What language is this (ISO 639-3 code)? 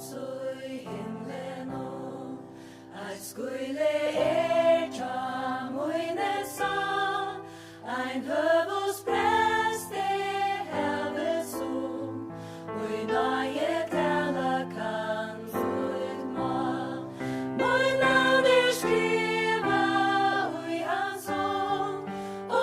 fao